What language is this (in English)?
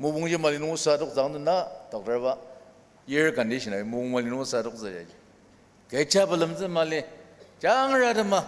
Ao Naga